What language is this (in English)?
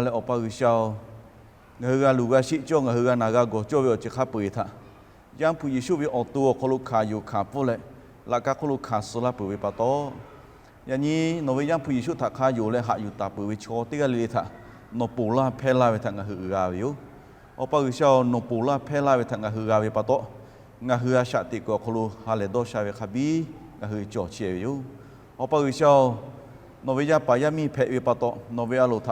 Lahu